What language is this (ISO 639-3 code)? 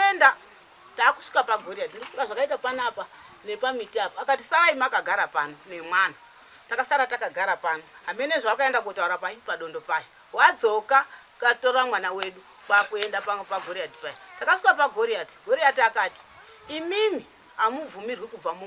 sna